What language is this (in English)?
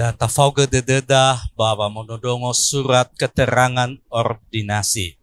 Nias